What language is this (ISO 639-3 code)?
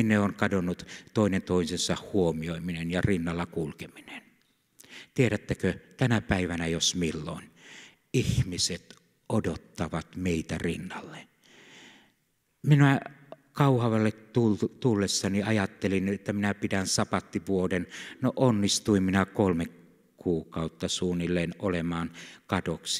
fin